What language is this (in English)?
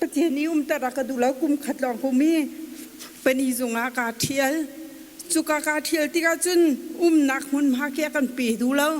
Hakha Chin